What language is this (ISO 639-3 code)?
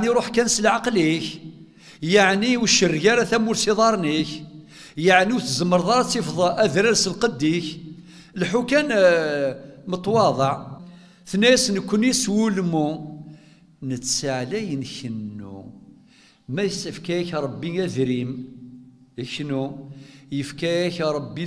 kab